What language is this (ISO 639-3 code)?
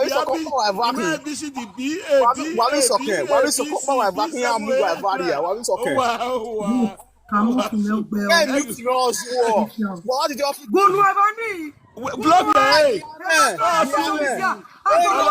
pcm